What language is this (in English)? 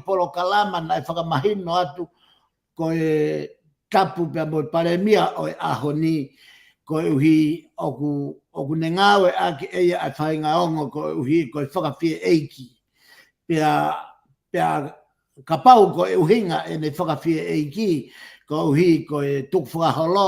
Tongan